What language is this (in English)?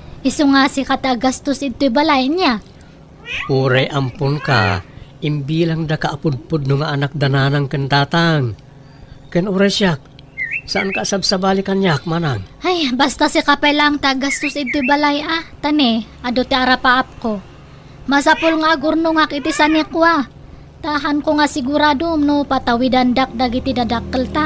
Iloko